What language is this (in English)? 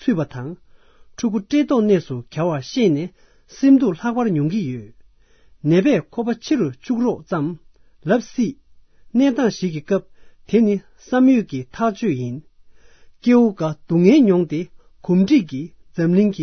Tibetan